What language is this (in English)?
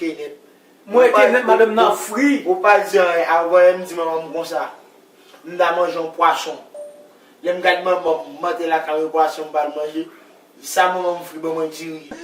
Haitian Creole